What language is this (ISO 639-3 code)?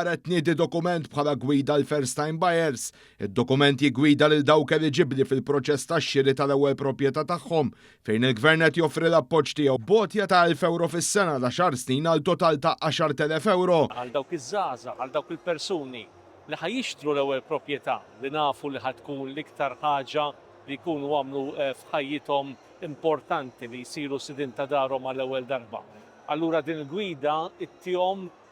mlt